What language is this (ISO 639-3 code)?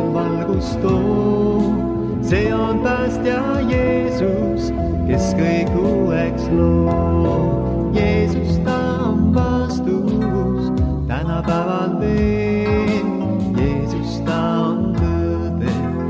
est